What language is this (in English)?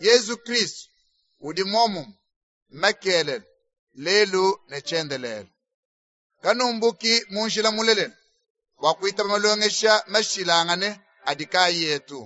Luba-Lulua